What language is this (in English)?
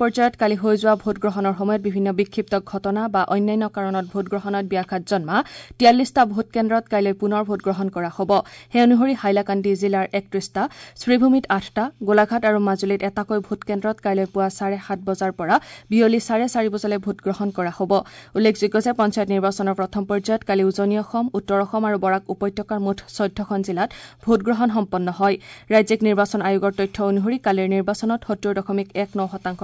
Assamese